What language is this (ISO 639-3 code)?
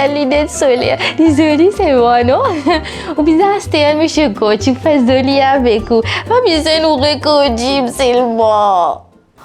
mfe